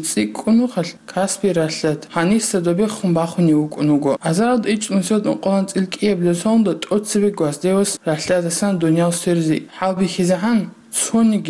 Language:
Avaric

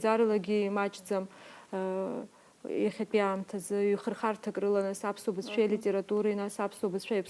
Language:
Abkhazian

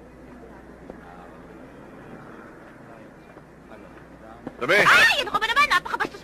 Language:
Filipino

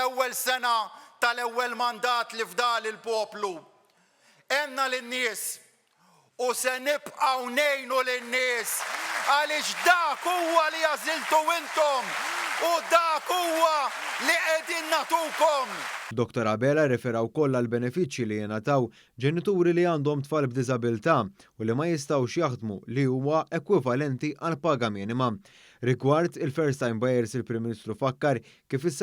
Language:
Maltese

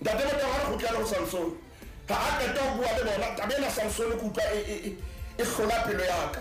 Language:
Southern Sotho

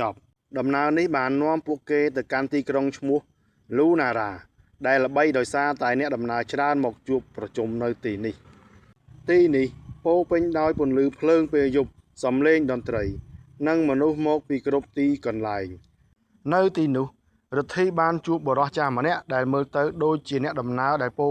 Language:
Khmer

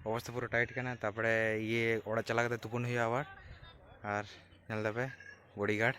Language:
Santali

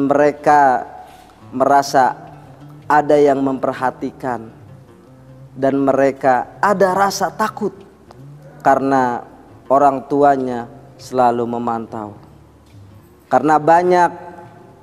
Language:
Indonesian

